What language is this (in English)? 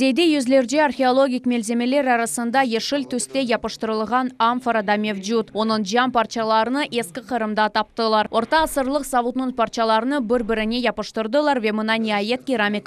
Crimean Tatar